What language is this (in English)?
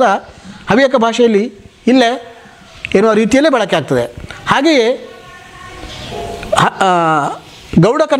Kannada